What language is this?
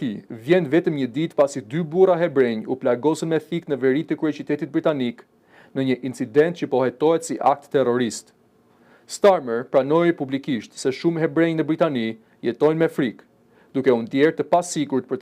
Albanian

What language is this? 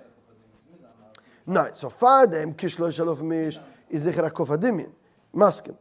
Yiddish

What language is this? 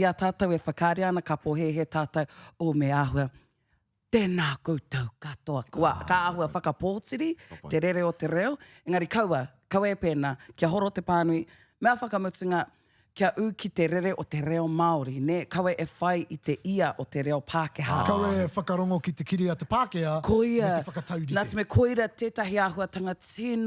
Māori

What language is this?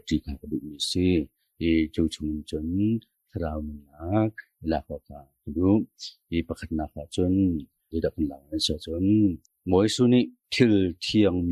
Hakha Chin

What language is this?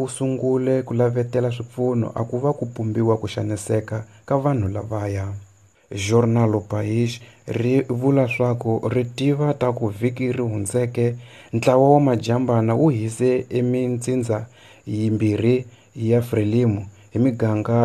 Tsonga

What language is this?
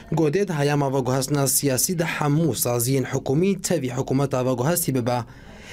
Kurdish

